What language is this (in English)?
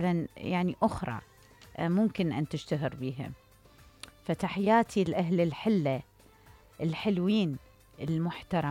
Mesopotamian Arabic